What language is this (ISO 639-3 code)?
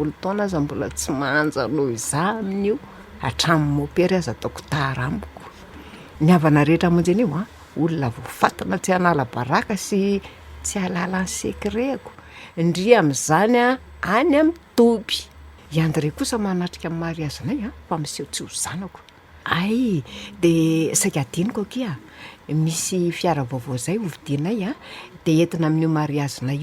mlg